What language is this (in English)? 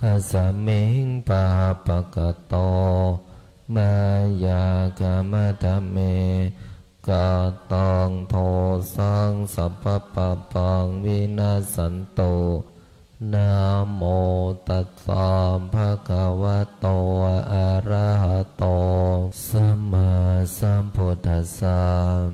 Pali